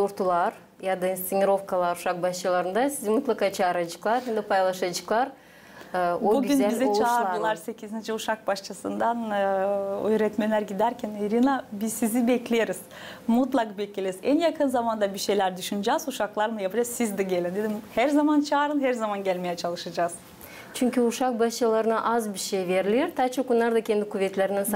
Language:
Gagauz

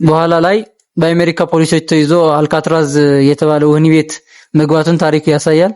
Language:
Amharic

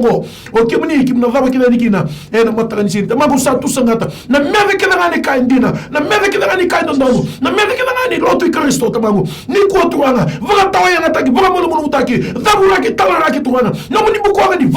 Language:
Fijian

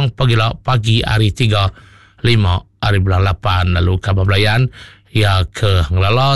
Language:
Iban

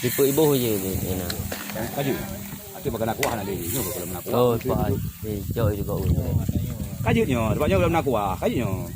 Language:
Achinese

